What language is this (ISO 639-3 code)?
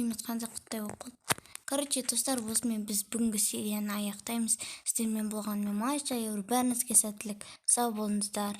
kaz